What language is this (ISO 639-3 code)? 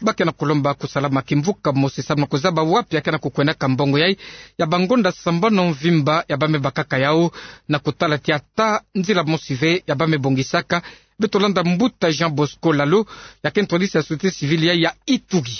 ktu